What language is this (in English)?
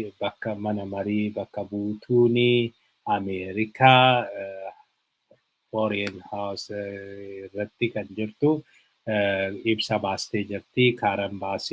Oromo